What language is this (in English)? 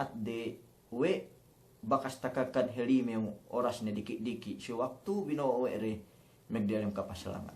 Yakan